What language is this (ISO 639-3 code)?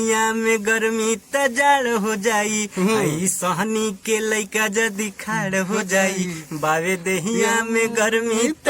bho